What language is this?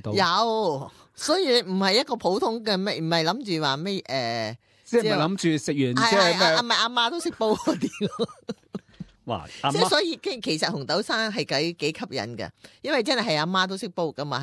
Cantonese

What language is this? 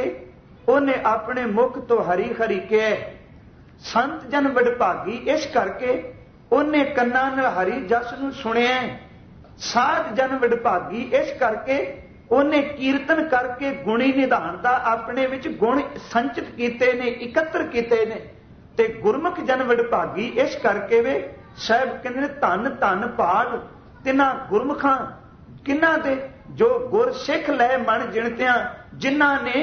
Punjabi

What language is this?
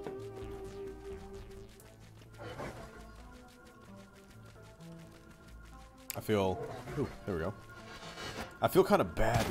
English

